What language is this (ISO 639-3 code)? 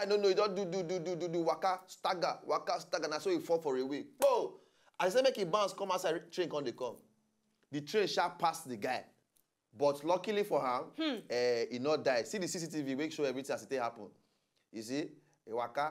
pcm